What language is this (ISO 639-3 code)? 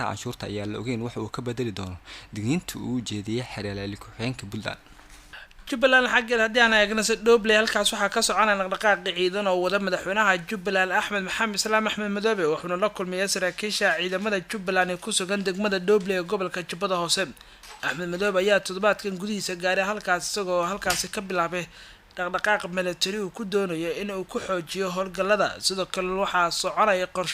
som